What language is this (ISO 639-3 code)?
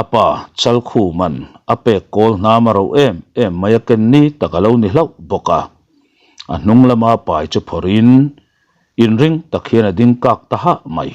lus